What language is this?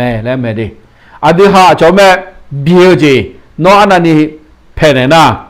Akha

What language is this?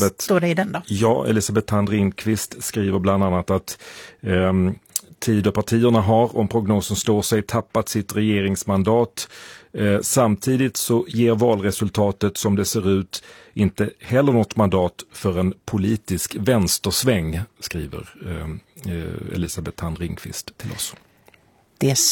Swedish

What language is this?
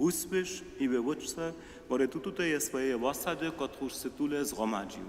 Upper Sorbian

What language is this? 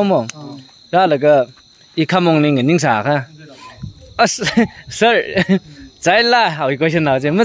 Tangkhul Naga (India)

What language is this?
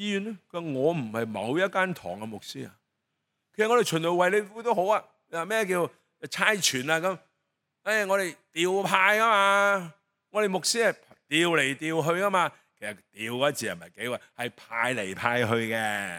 Cantonese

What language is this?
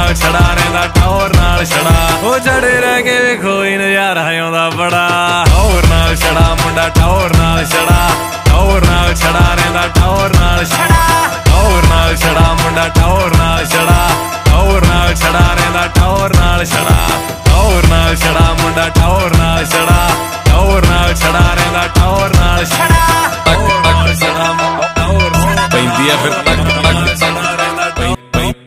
Punjabi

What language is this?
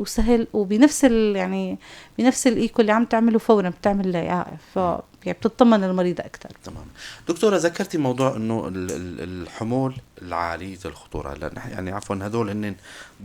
North Levantine Arabic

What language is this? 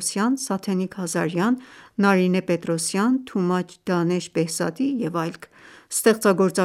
Armenian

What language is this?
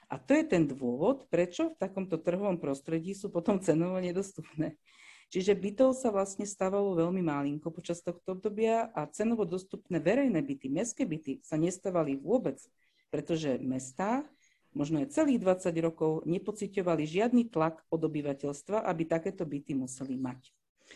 Slovak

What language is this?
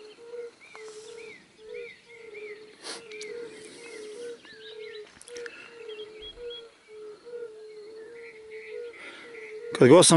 Serbian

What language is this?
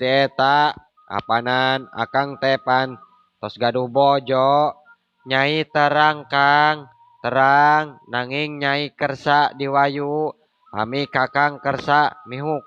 Sundanese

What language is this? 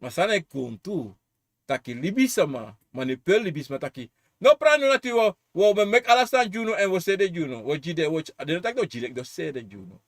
Sranan Tongo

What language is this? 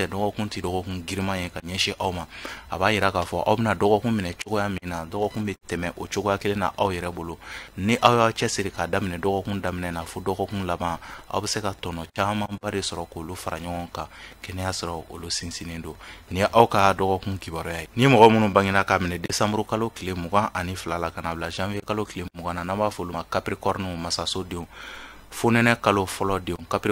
Bambara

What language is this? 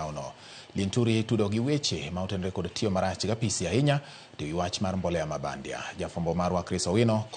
Luo (Kenya and Tanzania)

